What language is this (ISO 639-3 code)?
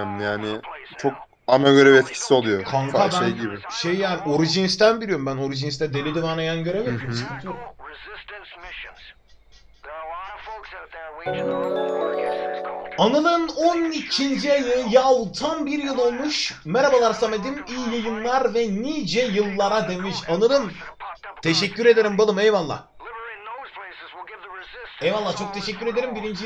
tur